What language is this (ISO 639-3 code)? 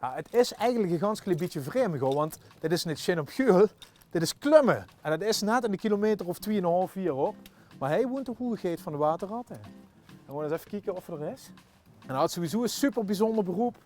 lim